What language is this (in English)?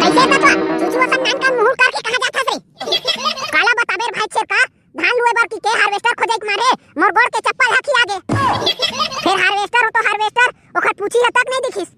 Chhattisgarhi